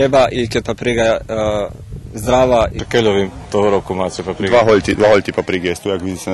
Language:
Rusyn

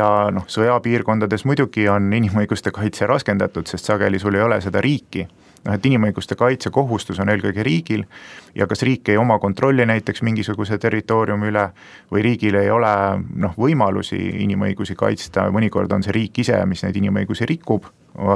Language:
Estonian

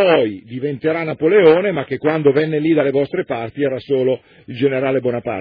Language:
Italian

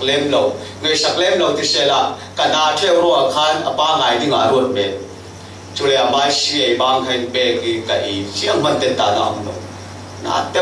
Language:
Falam Chin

